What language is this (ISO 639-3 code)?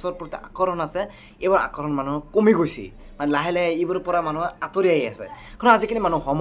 asm